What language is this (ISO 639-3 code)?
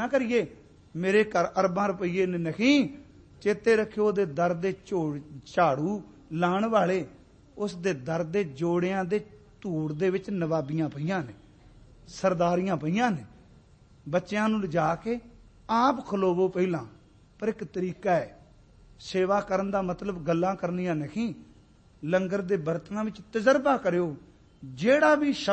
pan